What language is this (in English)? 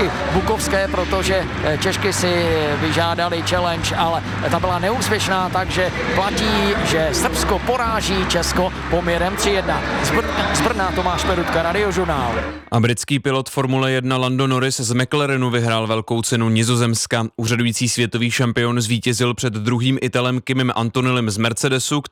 Czech